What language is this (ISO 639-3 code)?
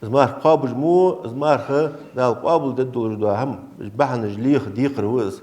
inh